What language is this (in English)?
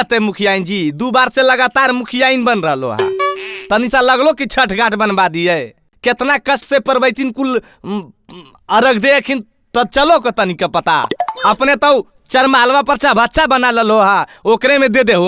Magahi